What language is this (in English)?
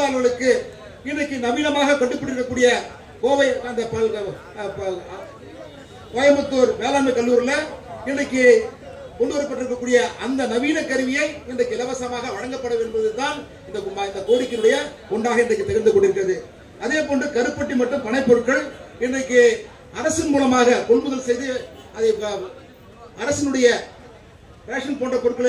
Tamil